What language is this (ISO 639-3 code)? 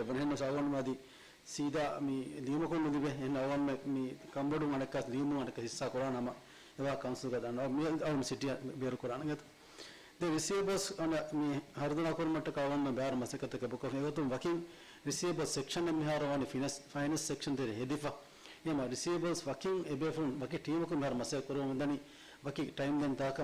div